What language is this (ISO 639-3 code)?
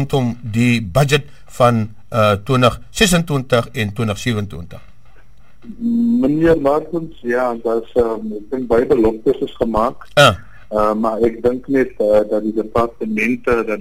afr